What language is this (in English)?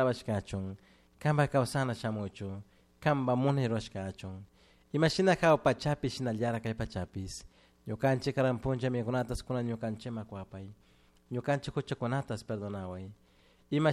Chimborazo Highland Quichua